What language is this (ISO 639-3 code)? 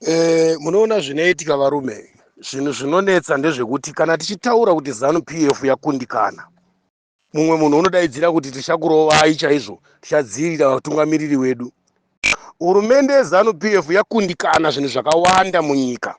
sna